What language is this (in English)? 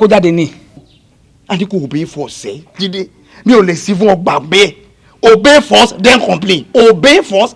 Yoruba